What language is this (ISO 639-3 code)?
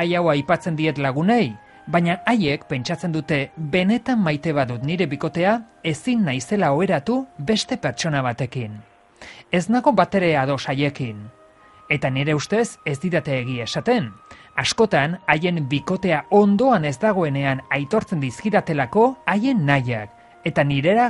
eus